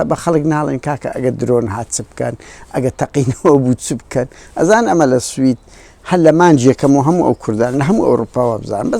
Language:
Central Kurdish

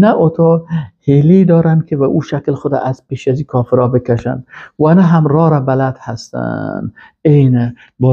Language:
Persian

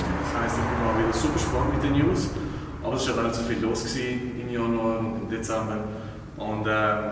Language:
Swiss German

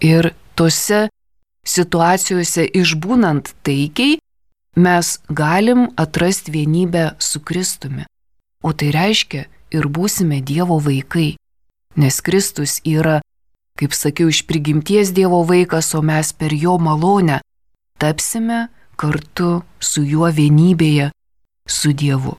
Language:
Lithuanian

